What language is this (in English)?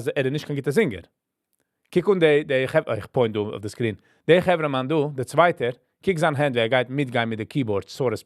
Yiddish